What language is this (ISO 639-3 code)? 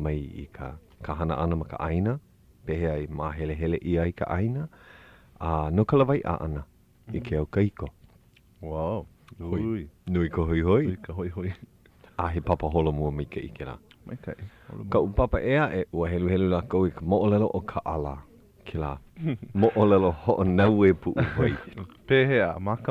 haw